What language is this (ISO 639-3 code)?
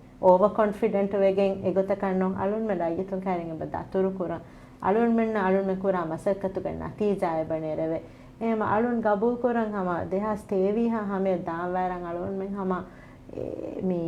div